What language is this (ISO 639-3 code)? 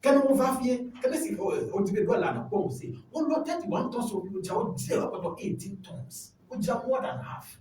ewe